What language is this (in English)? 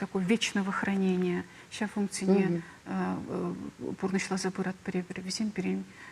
Chuvash